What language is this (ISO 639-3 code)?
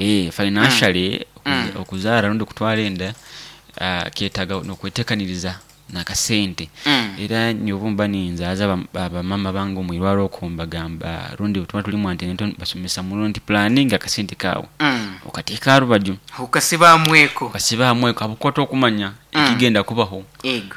nyo